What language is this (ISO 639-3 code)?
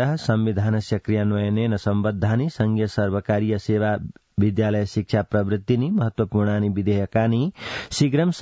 san